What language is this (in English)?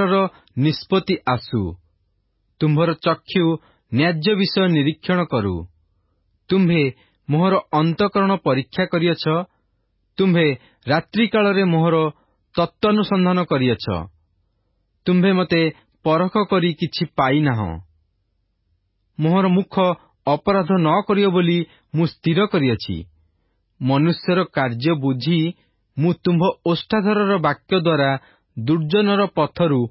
Odia